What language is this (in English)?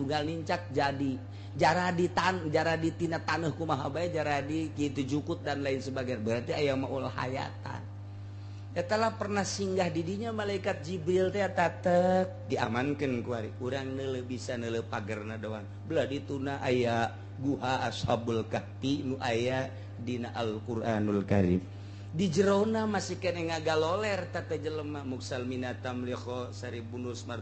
Sundanese